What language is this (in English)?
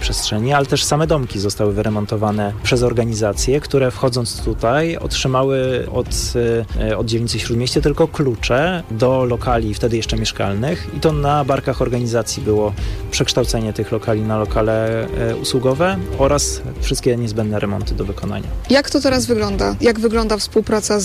Polish